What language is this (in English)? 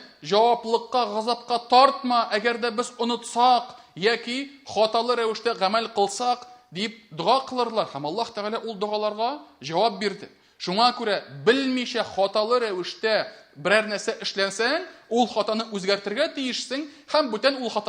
Tatar